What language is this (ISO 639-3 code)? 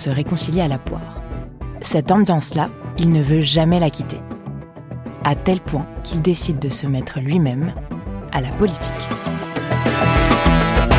fra